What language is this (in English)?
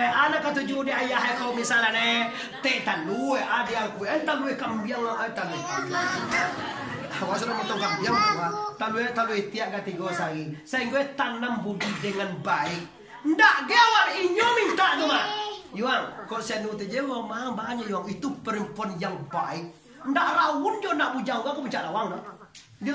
Minangkabau